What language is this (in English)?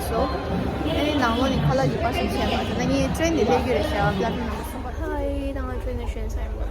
Tibetan